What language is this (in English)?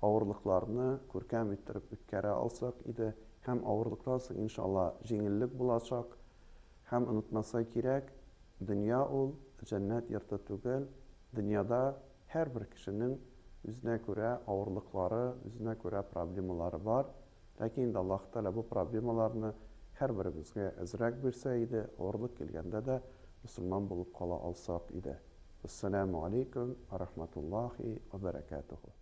Tatar